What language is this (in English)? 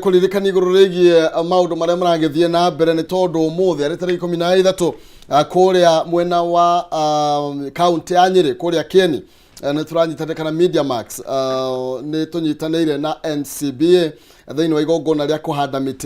Kikuyu